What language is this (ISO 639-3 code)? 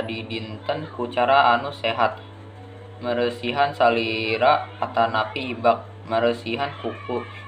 sun